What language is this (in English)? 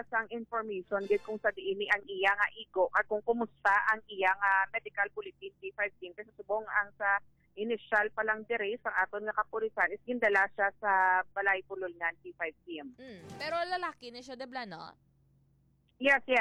Hiligaynon